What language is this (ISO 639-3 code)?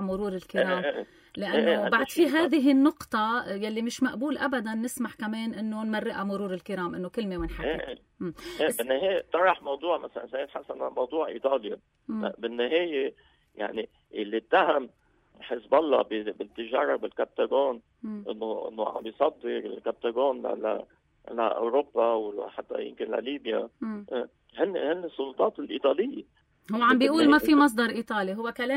apc